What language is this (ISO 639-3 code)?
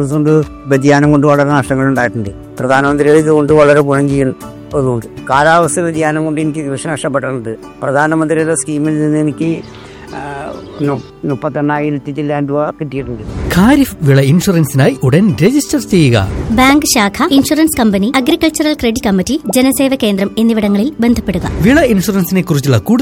mal